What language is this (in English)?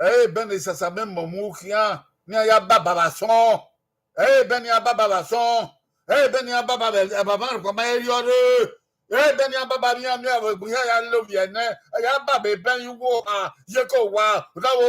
Bini